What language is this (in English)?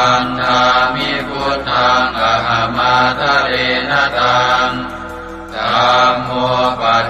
Pali